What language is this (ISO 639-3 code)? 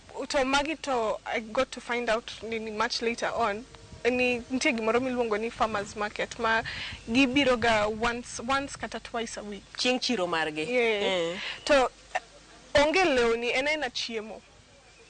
luo